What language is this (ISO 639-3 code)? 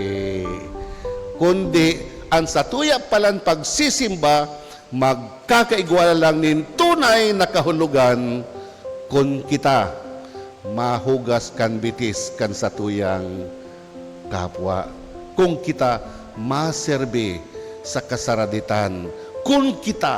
bik